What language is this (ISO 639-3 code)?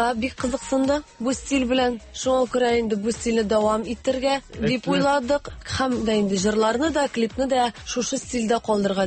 tat